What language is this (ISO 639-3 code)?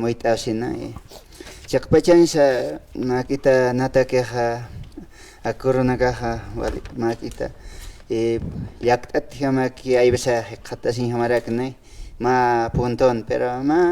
aym